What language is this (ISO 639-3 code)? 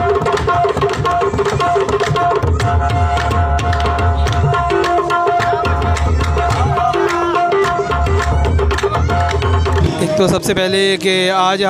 hin